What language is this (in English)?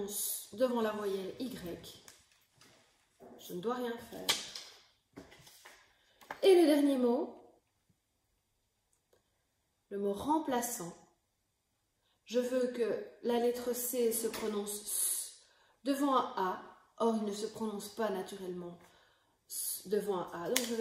French